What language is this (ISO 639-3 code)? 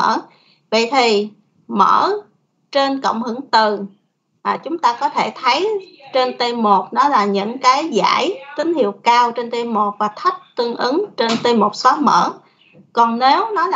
vie